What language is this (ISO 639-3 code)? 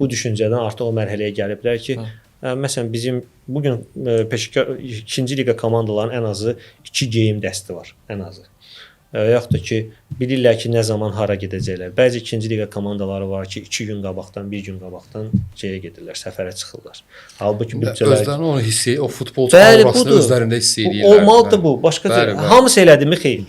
aze